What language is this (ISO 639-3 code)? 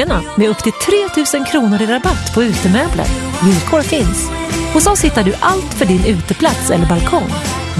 swe